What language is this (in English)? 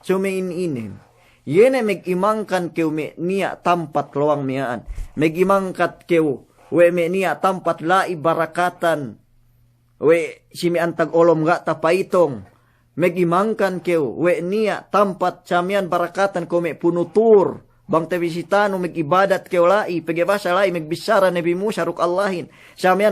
Yakan